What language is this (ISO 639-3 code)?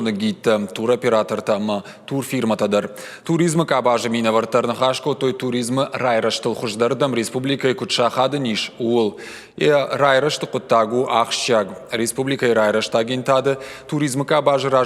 oss